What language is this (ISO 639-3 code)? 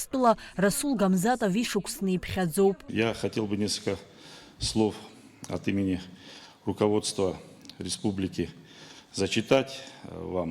abk